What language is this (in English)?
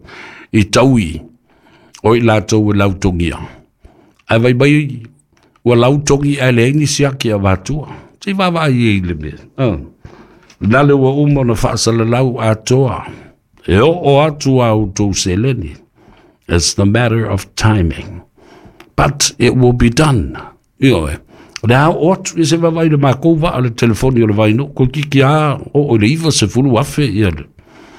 Samoan